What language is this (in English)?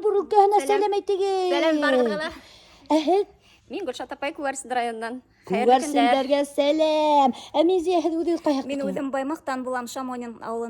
Bashkir